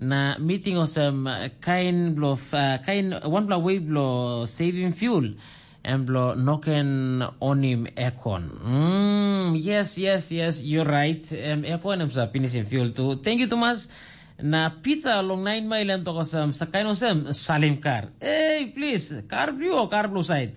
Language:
Tok Pisin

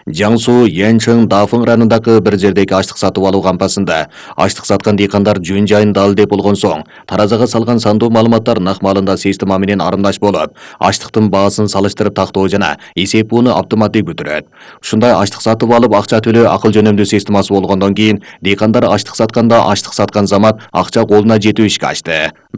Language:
Kyrgyz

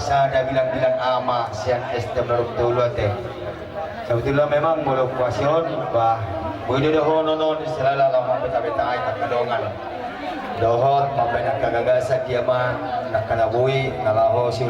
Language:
Batak Toba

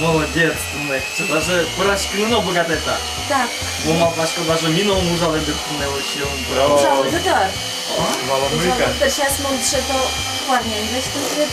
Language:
Udmurt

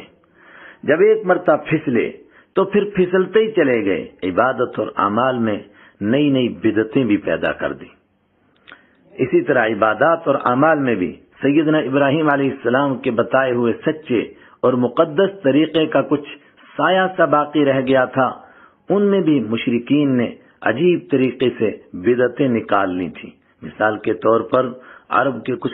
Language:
Urdu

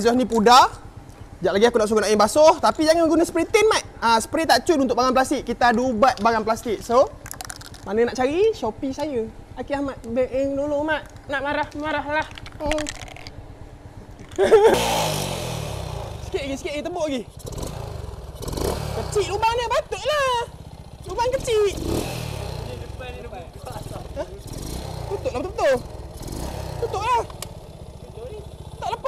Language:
Malay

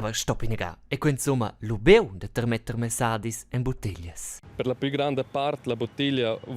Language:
Romansh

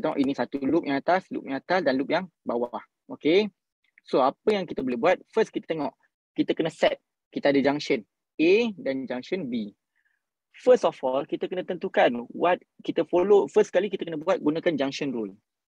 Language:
Malay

